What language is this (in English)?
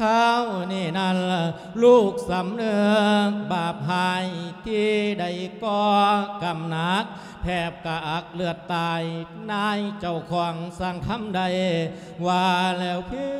Lao